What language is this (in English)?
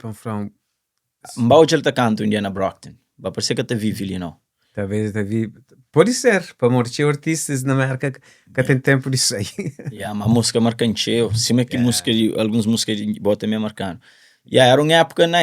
Kabuverdianu